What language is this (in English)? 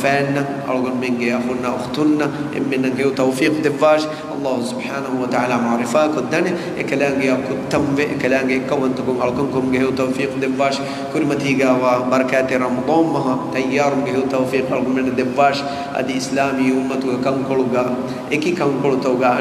Divehi